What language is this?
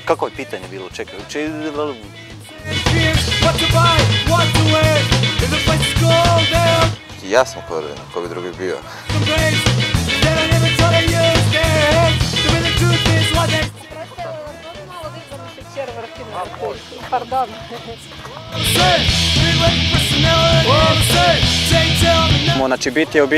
Croatian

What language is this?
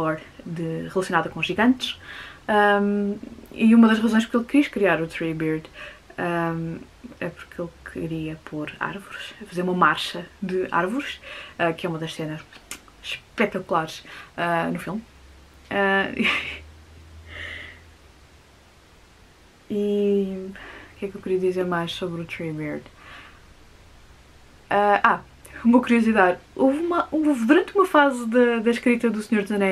Portuguese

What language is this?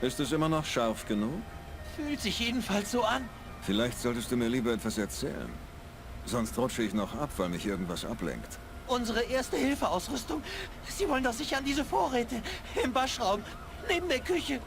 Bavarian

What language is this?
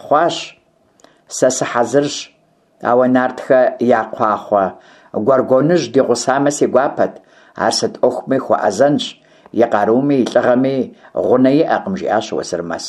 Kabardian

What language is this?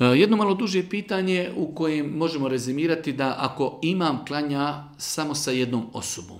Bosnian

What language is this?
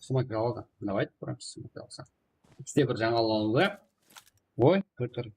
Kara-Kalpak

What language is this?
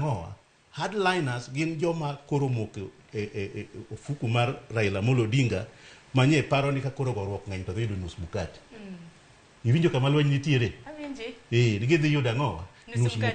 Luo (Kenya and Tanzania)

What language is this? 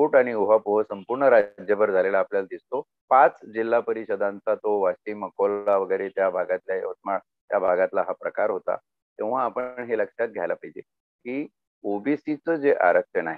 Marathi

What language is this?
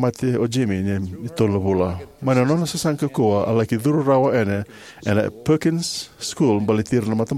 Fijian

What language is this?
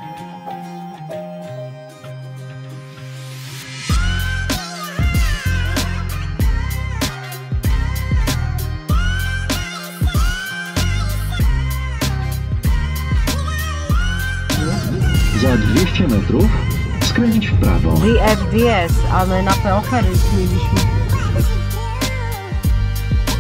Polish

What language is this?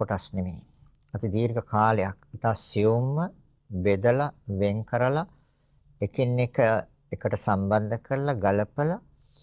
Sinhala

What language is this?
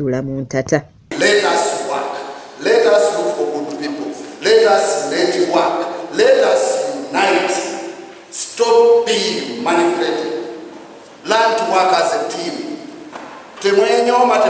Ganda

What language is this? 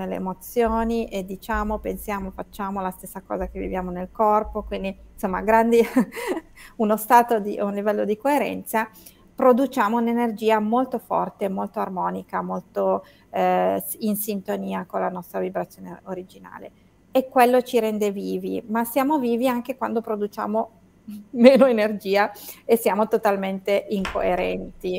Italian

